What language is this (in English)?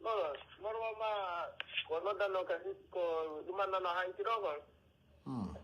Pular